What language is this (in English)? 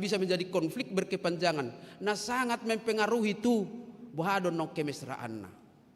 Batak Toba